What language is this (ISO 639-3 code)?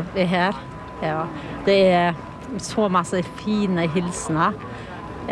nor